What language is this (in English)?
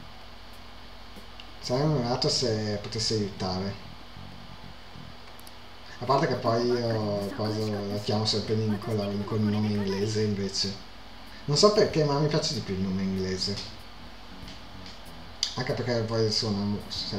Italian